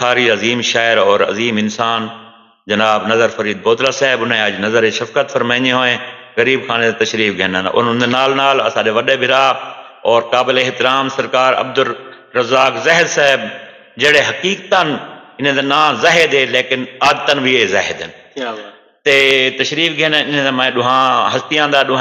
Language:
Saraiki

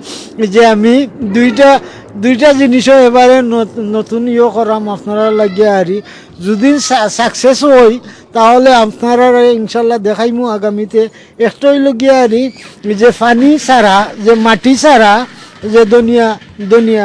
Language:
Sylheti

